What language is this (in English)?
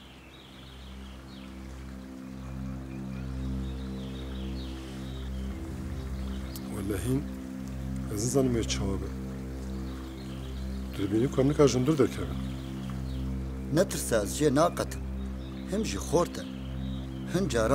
Kurdish